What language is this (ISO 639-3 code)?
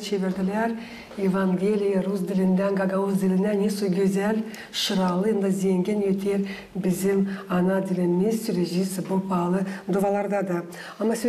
gag